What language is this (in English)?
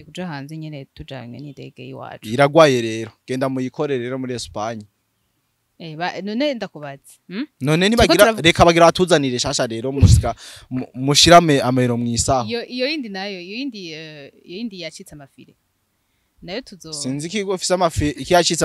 Rundi